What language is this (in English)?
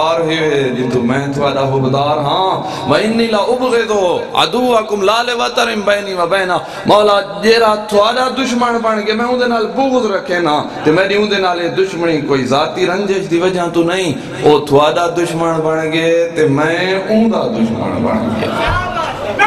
Saraiki